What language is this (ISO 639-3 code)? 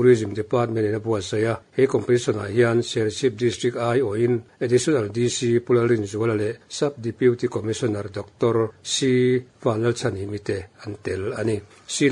lus